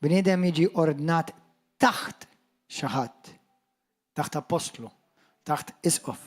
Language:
Maltese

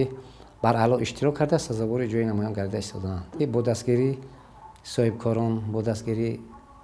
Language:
Tajik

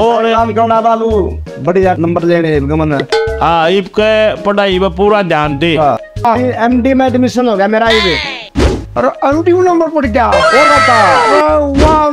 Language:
Haryanvi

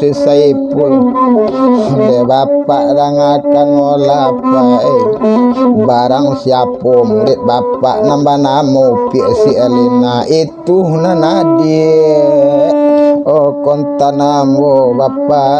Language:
Minangkabau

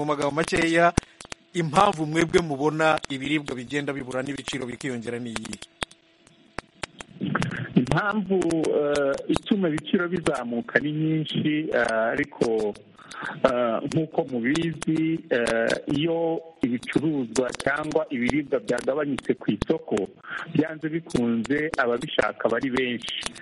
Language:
Kinyarwanda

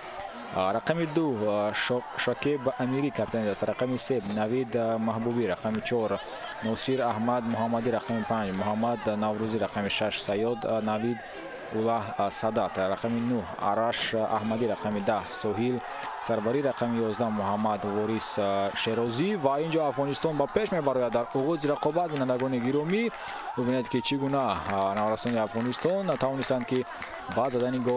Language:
Tajik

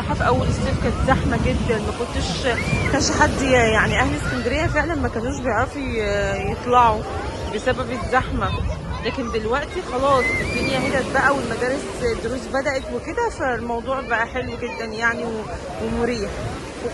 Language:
Egyptian Arabic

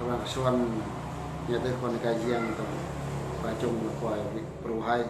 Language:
Eastern Bru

